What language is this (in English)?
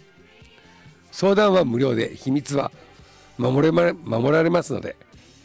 Japanese